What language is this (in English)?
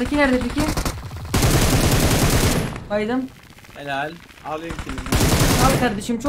Turkish